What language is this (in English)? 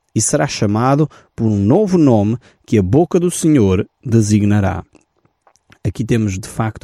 Portuguese